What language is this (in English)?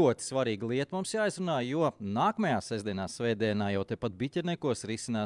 Latvian